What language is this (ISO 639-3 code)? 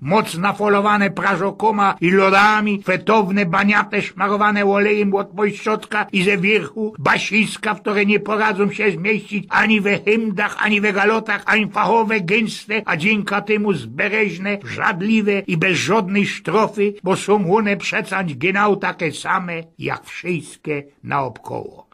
szl